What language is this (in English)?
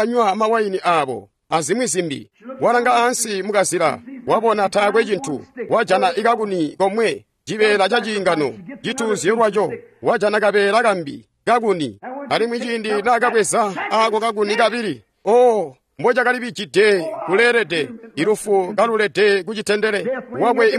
Tonga (Zambia)